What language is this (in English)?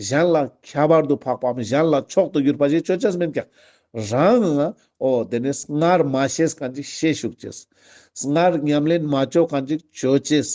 Ladakhi